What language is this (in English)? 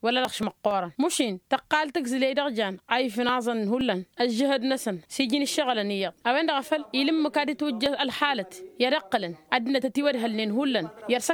Tamasheq